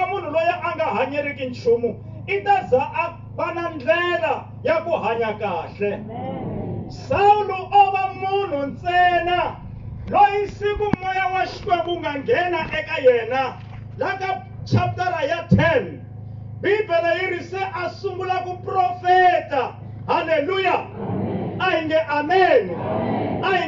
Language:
Tsonga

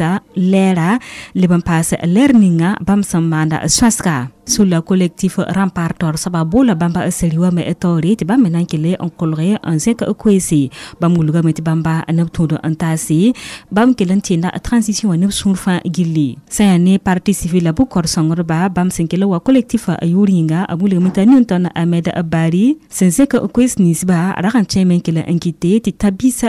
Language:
Mossi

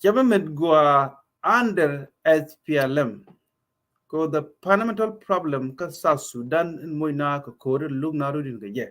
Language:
Nuer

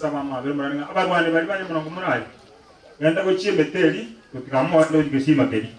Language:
Gusii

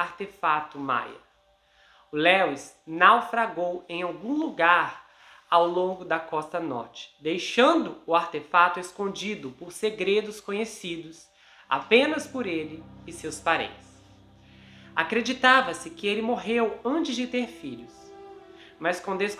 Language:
Portuguese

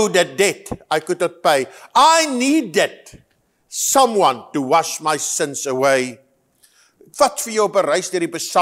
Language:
Afrikaans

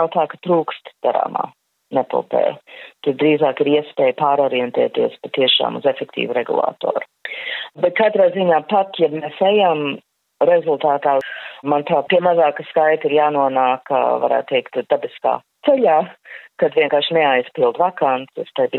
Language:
Latvian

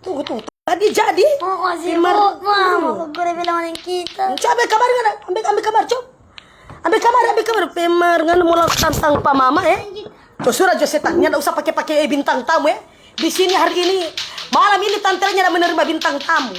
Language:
Manado Malay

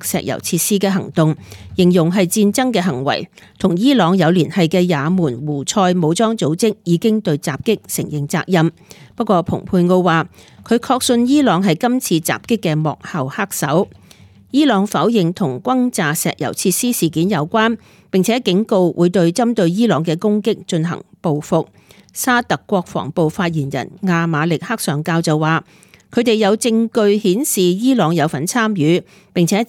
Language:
Cantonese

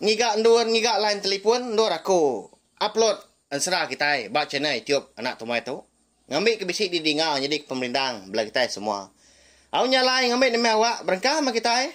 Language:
Iban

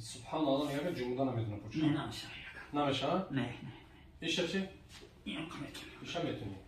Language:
Tajik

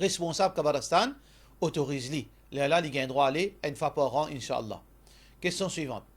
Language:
Morisyen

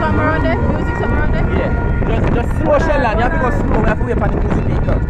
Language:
Jamaican Creole English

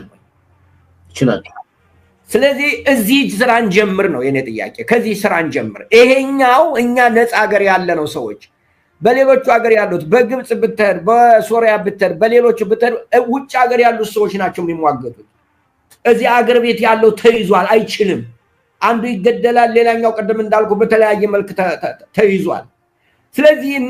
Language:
Amharic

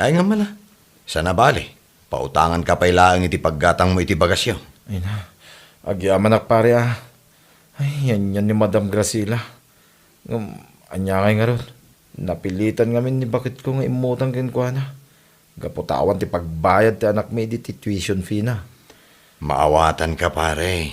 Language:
Iloko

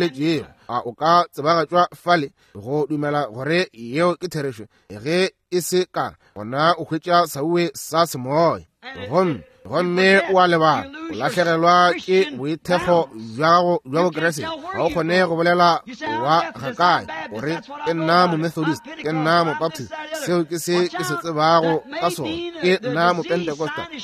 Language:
Northern Sotho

